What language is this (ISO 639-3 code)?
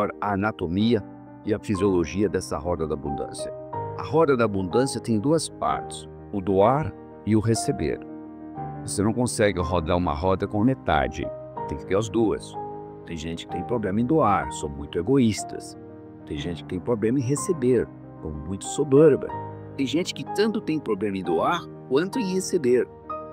por